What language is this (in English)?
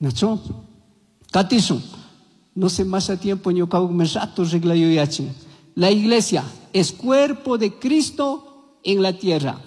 Chimborazo Highland Quichua